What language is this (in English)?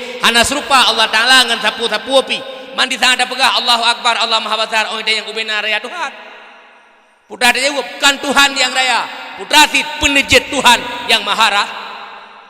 Achinese